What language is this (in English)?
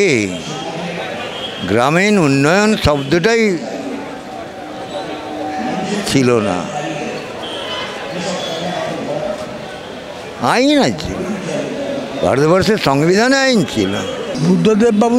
Bangla